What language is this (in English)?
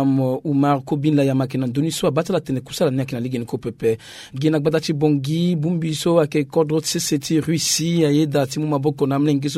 Sango